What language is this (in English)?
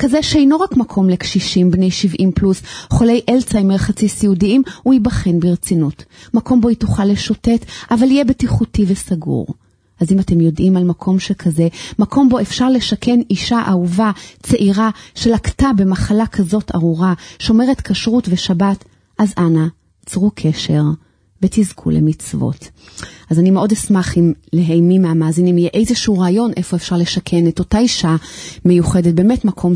Hebrew